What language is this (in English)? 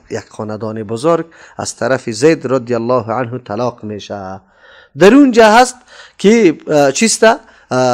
Persian